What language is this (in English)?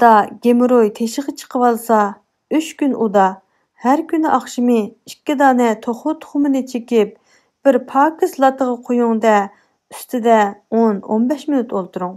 Uyghur